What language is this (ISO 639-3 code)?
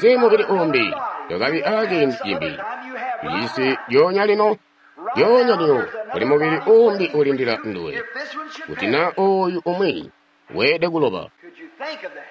toi